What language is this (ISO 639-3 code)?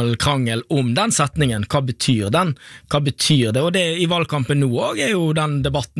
nor